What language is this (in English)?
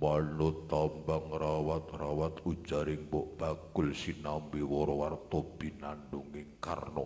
Javanese